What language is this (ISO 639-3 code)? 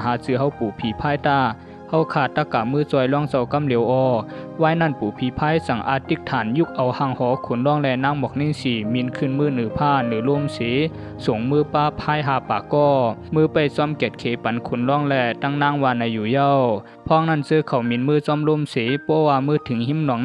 shn